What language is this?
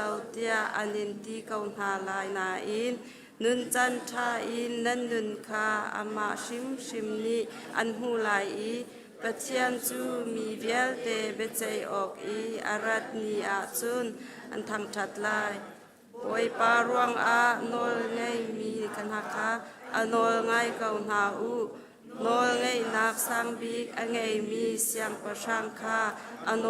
Hakha Chin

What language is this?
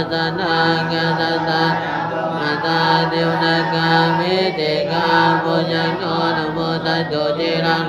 Pali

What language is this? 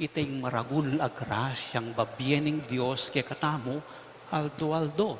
Pampanga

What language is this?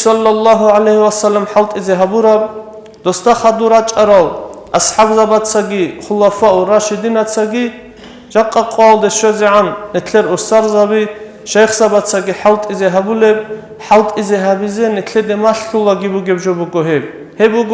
Avaric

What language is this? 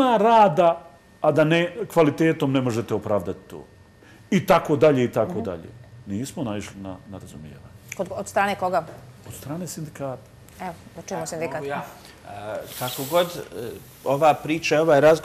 Bosnian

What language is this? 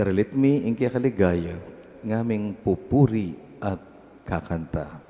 Pampanga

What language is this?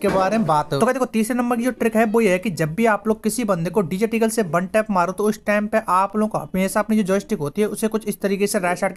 Hindi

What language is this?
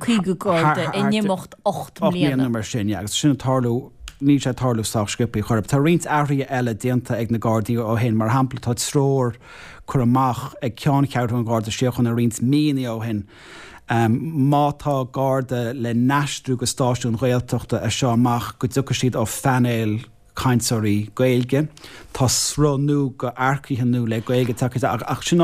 Irish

